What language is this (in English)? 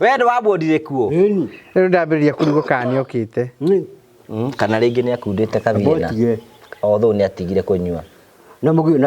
Kikuyu